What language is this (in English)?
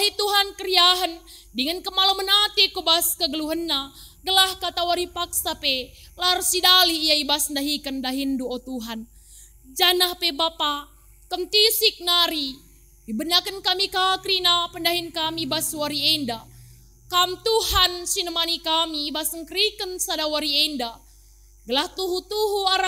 Batak Karo